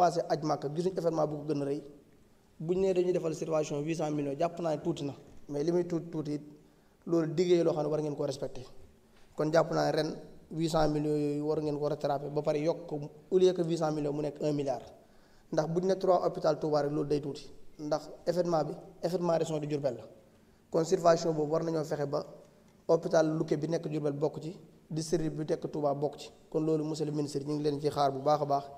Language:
Wolof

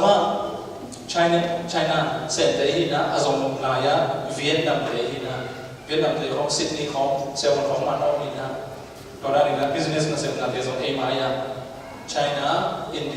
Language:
Tedim Chin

